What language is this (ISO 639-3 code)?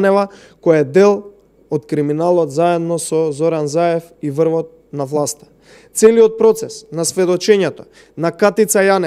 mkd